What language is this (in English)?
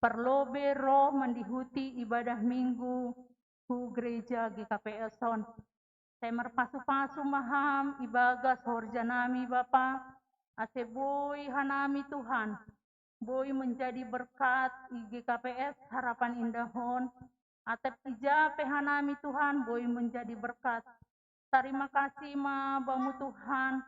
Batak Simalungun